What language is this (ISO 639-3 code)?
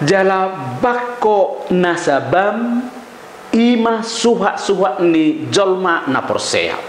bbc